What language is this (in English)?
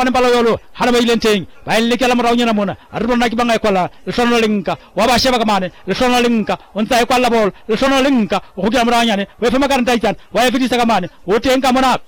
Southern Sotho